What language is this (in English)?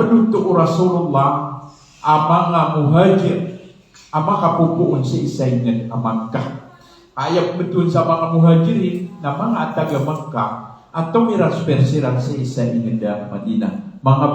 Maranao